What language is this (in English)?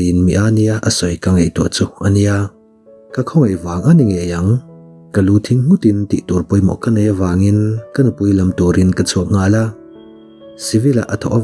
Mizo